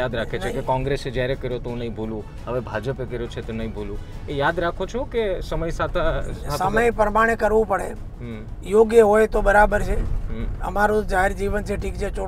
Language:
Gujarati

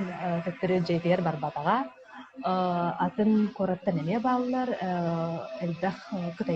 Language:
Yakut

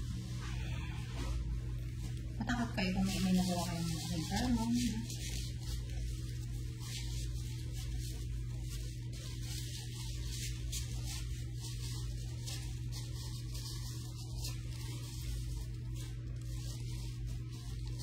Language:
Filipino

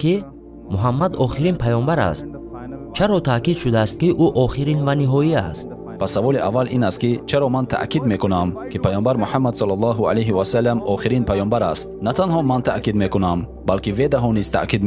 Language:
Tajik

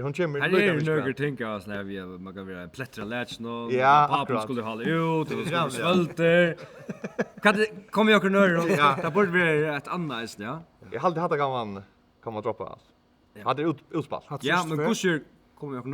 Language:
Faroese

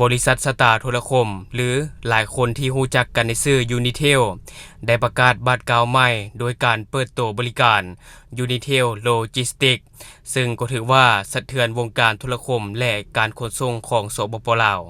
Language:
Lao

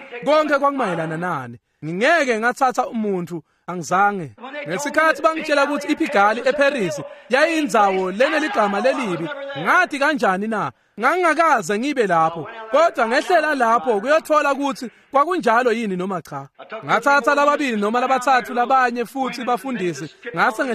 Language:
Swati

